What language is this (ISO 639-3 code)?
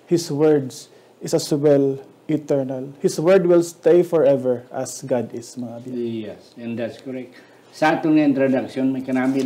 hil